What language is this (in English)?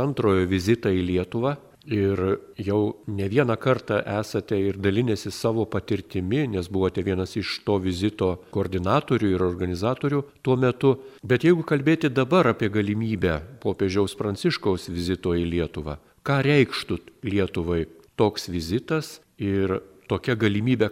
Lithuanian